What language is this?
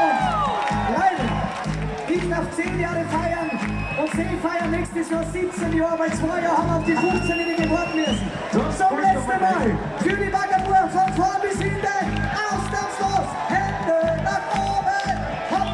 Bavarian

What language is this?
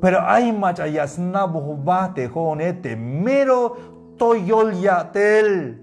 Tzeltal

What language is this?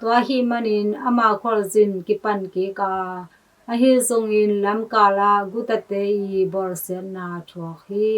Tedim Chin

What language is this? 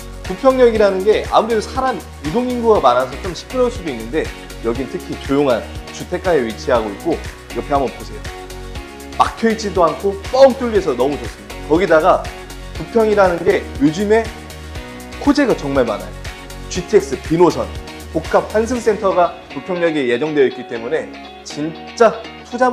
Korean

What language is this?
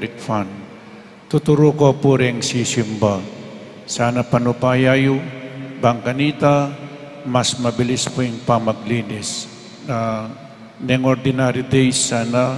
Pampanga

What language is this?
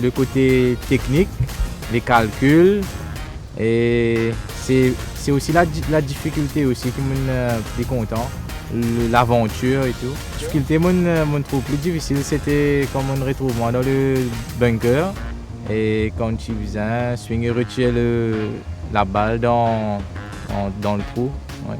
Morisyen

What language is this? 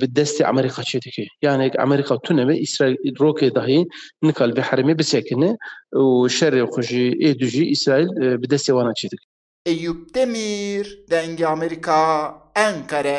Kurdish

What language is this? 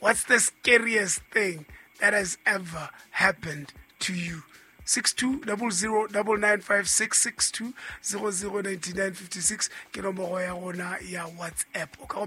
Southern Sotho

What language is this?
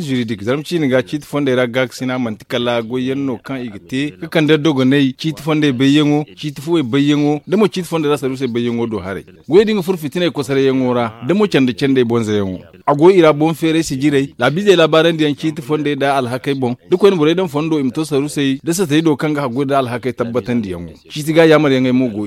Zarma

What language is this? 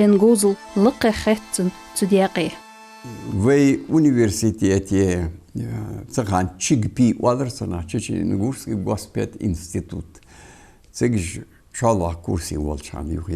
Ingush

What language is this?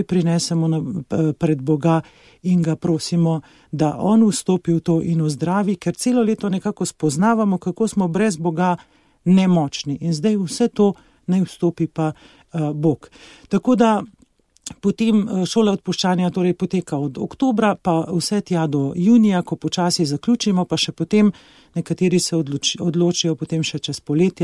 Slovenian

